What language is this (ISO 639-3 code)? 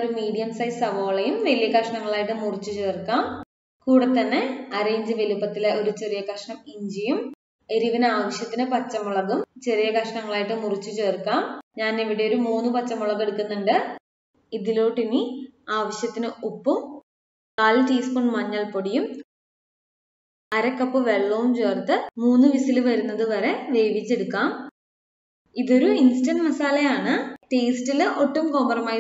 mal